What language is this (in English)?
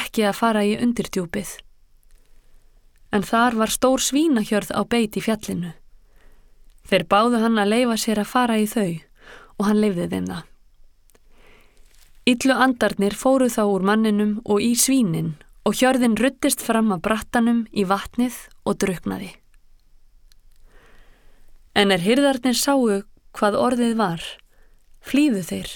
Icelandic